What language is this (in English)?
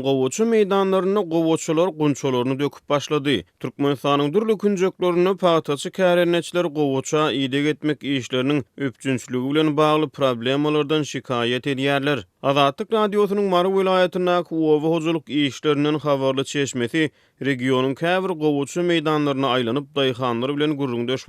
Turkmen